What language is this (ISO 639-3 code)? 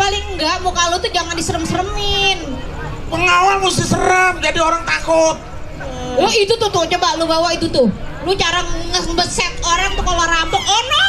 bew